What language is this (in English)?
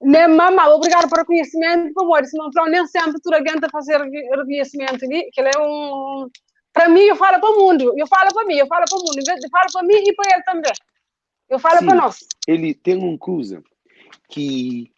Kabuverdianu